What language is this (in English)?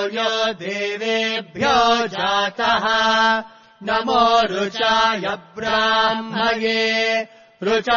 Sanskrit